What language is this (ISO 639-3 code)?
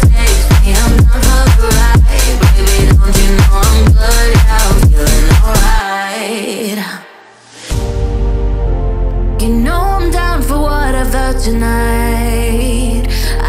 eng